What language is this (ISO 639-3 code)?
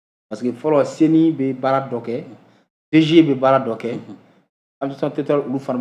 bam